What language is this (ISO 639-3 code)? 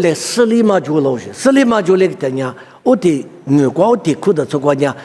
lis